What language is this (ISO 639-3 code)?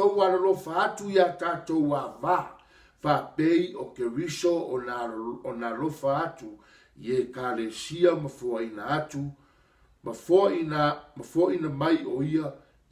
smo